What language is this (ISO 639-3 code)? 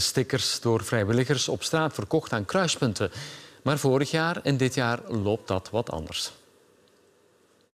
nld